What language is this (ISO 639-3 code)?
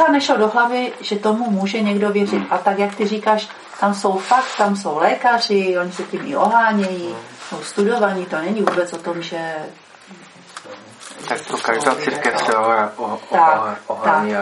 ces